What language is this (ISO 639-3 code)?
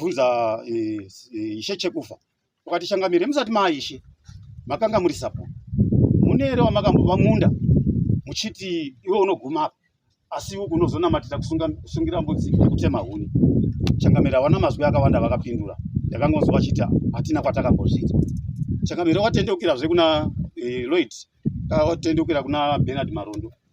sna